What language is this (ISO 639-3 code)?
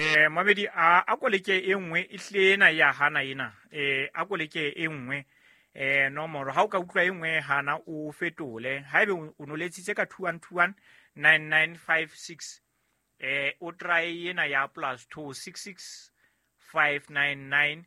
sot